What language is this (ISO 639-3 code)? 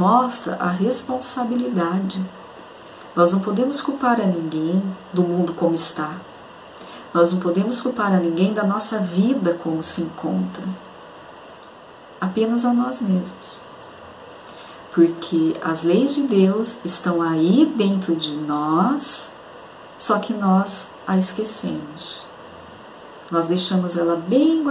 por